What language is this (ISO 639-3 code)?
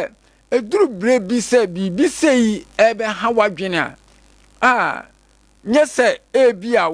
aka